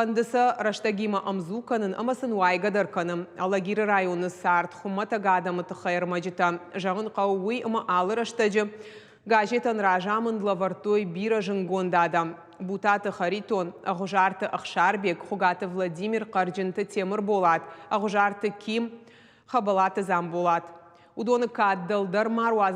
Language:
Ossetic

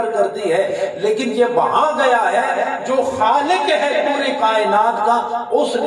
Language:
Urdu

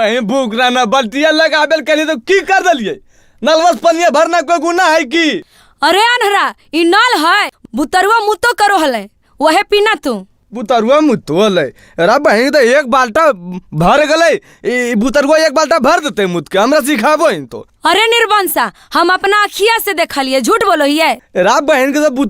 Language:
Magahi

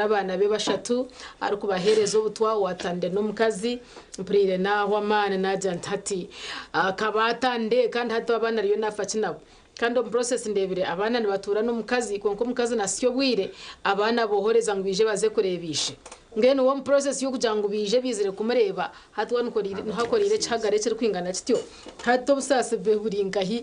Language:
Nyankole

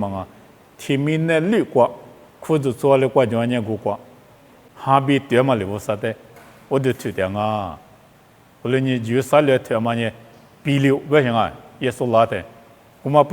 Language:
Lisu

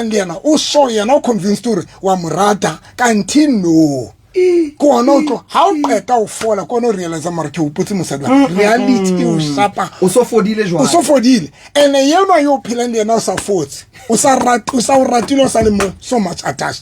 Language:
Southern Sotho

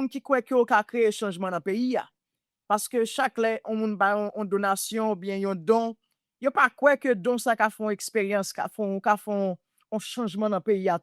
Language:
Haitian Creole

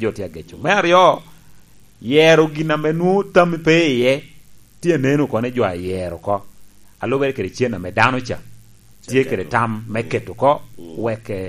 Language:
Lango (Uganda)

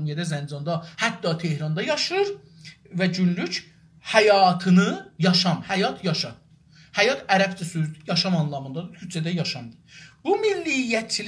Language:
South Azerbaijani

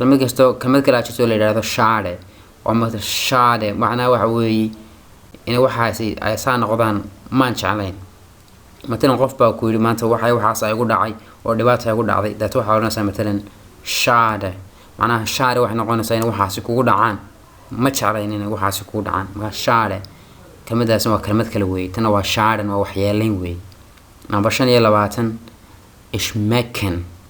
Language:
Somali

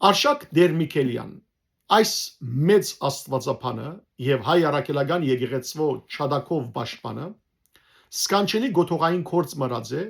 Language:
Western Armenian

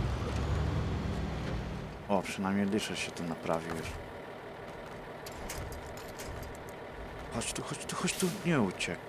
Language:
Polish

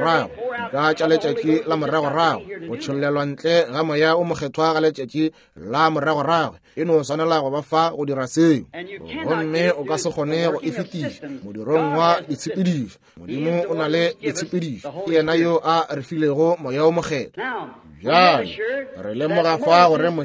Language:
Northern Sotho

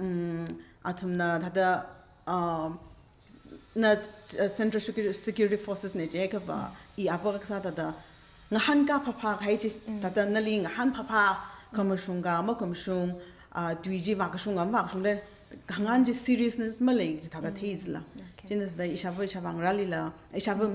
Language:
Tangkhul Naga (India)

